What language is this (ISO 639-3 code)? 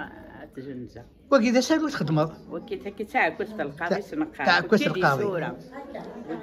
kab